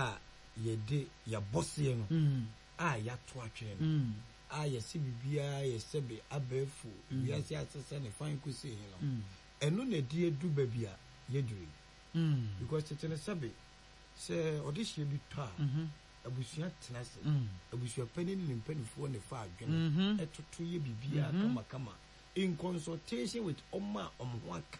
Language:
Akan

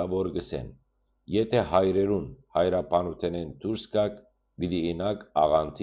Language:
Western Armenian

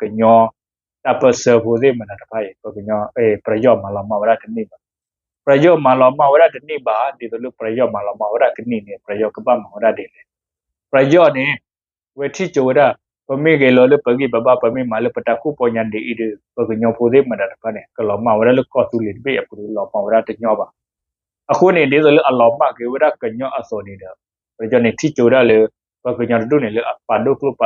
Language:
S'gaw Karen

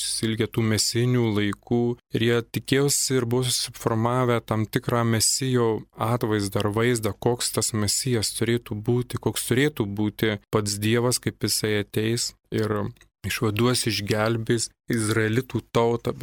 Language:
Lithuanian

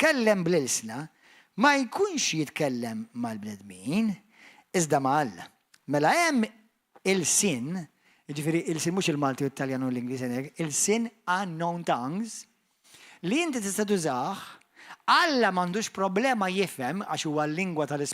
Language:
Maltese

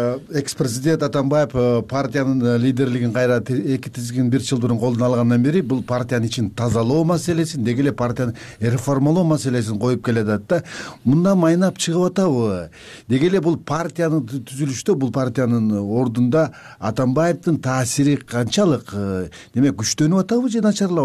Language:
Kyrgyz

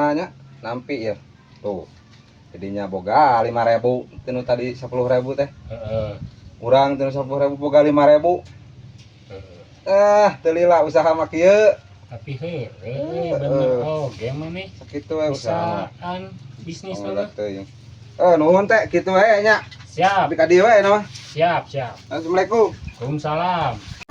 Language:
Sundanese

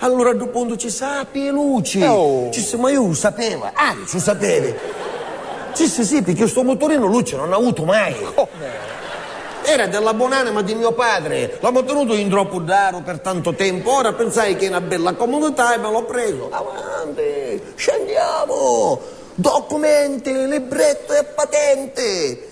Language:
Sicilian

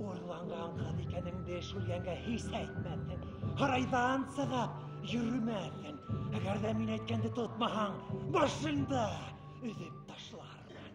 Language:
Bashkir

